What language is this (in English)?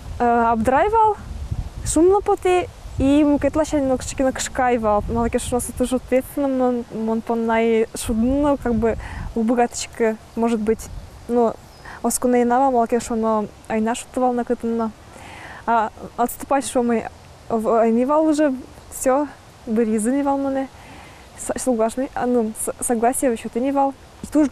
Udmurt